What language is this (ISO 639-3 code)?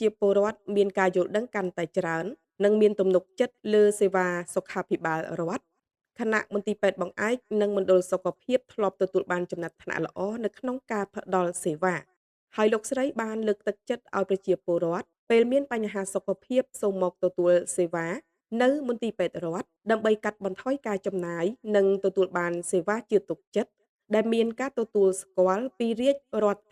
khm